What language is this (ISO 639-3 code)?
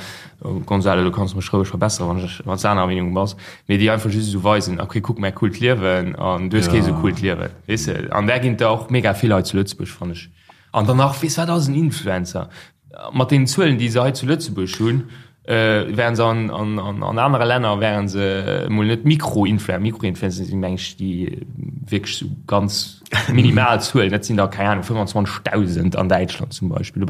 ltz